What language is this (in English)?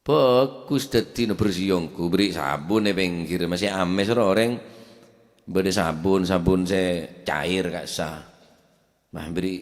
Madurese